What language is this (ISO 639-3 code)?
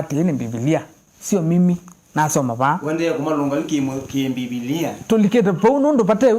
kam